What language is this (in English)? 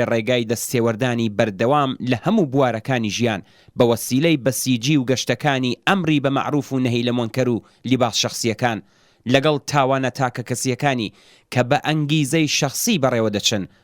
Central Kurdish